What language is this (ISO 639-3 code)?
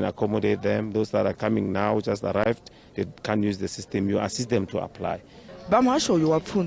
ven